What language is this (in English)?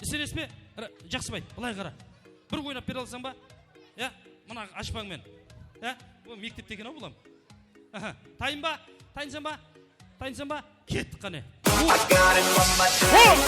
Kara-Kalpak